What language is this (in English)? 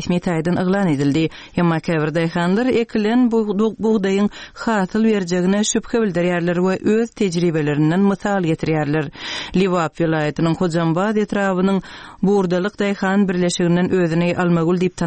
Turkmen